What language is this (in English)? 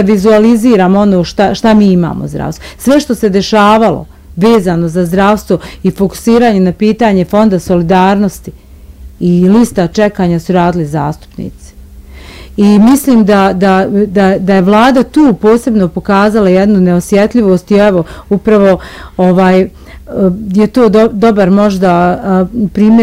Bosnian